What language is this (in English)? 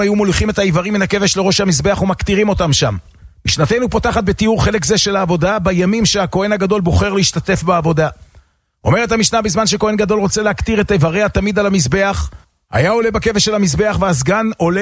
Hebrew